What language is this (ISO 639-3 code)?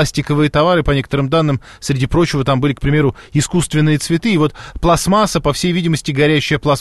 rus